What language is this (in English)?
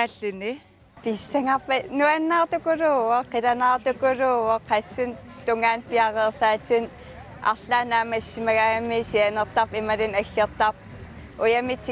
Kalaallisut